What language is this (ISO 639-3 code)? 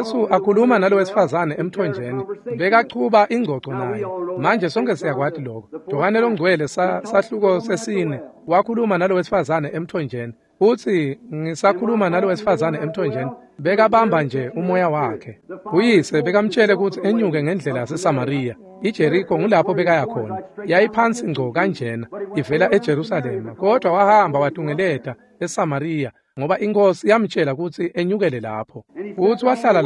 ssw